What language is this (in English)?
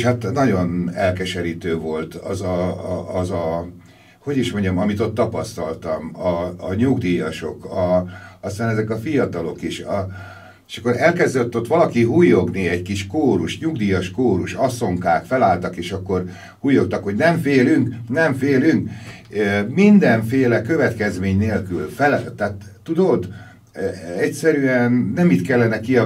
Hungarian